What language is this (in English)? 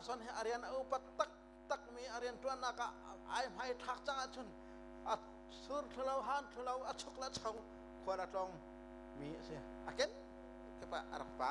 Hakha Chin